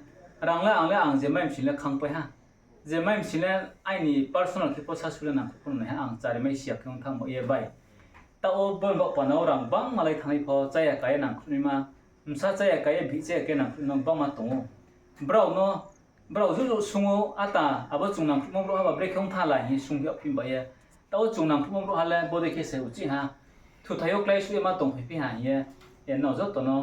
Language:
Riang (India)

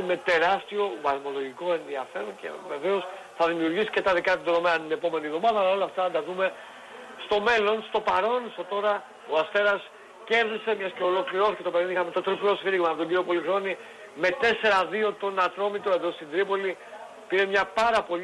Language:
Greek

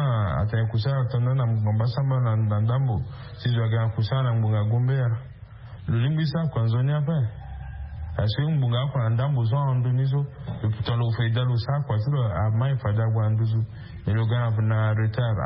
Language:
Sango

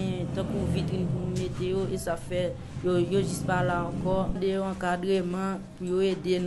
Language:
Haitian Creole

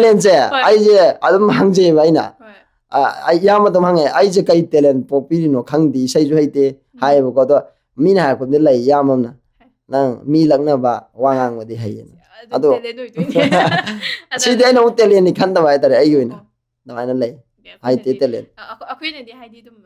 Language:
Manipuri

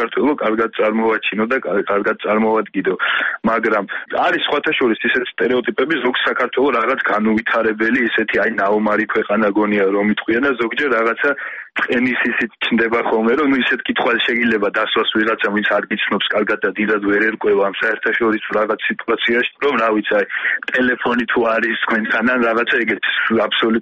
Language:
Georgian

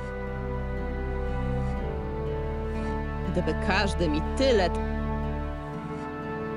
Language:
Polish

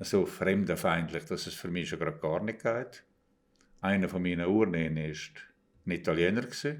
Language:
Swiss German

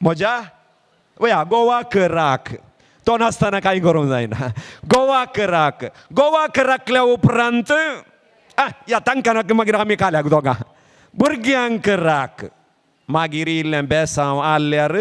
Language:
Konkani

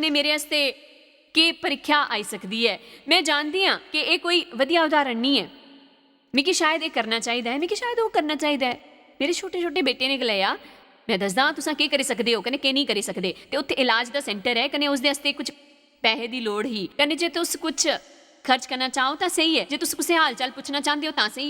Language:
Dogri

